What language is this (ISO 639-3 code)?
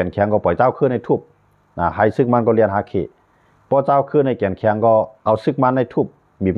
shn